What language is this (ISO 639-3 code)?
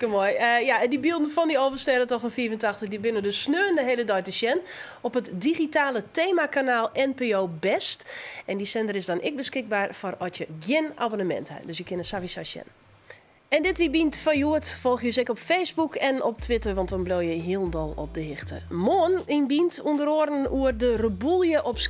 fry